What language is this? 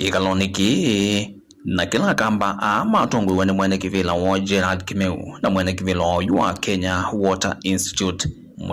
Kamba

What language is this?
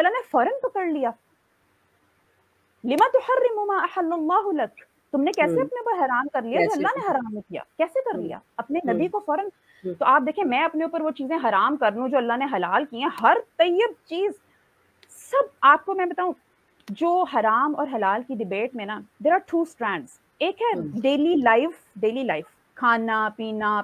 Urdu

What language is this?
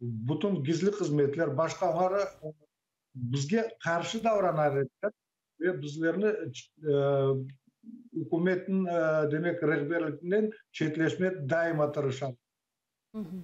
Crimean Tatar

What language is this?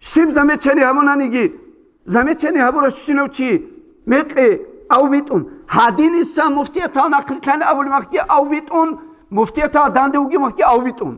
Avaric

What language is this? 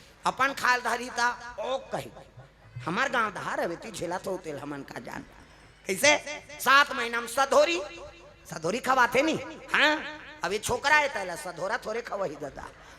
Chhattisgarhi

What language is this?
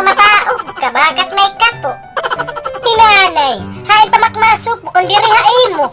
Waray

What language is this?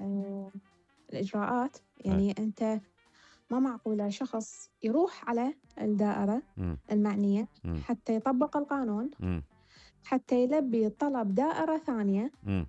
Mesopotamian Arabic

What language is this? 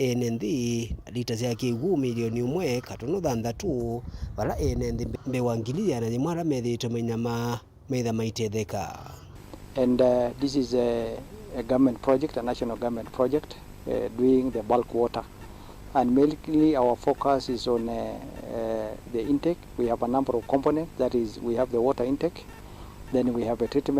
Kamba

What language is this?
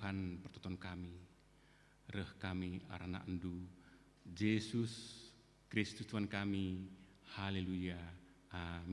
Batak Karo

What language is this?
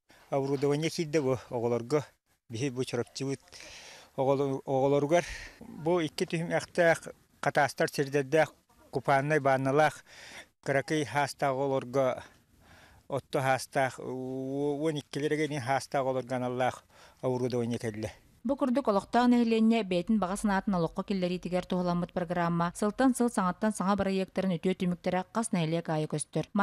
Yakut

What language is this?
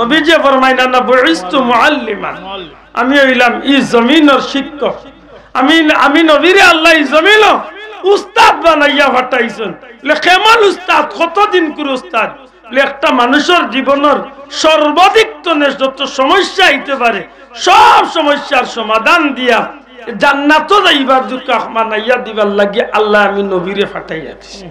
Sylheti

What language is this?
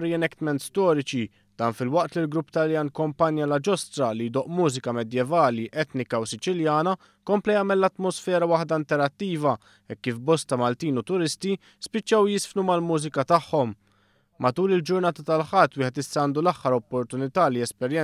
Maltese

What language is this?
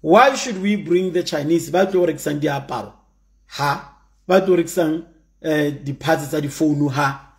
Tswana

